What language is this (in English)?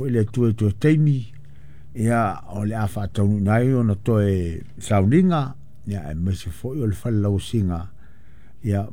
Samoan